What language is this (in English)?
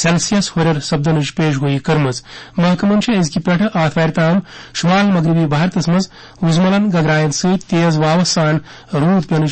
Kashmiri